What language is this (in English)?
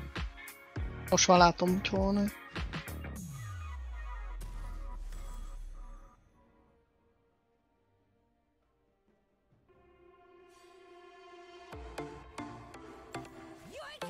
Hungarian